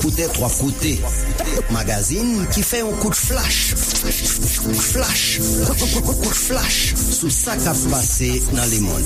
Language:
Haitian Creole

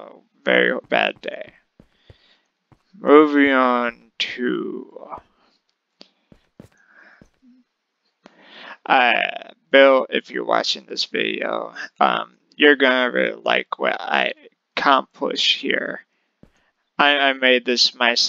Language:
English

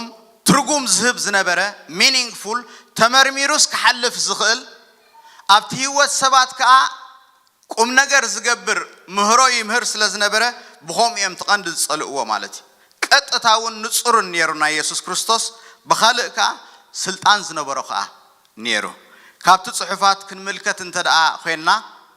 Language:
Tigrinya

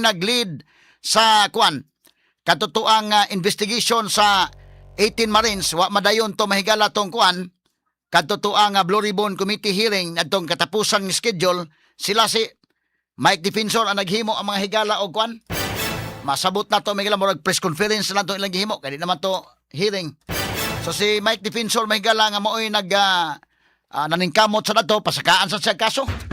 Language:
Cebuano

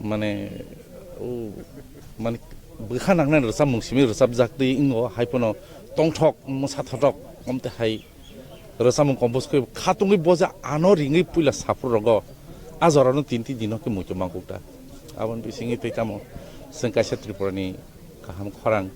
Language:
Kok Borok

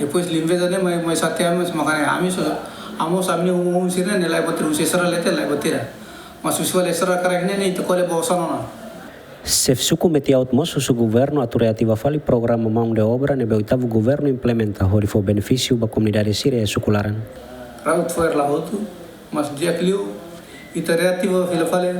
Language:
Tetum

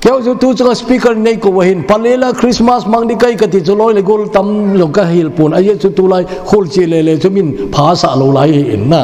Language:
Thado Chin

